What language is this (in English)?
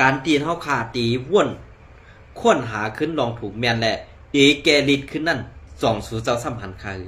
Shan